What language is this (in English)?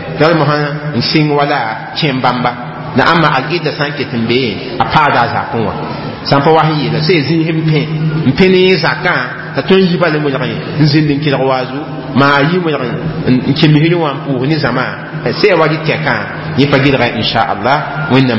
Mossi